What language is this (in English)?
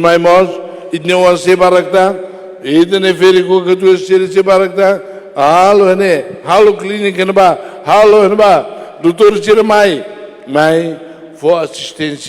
Tetum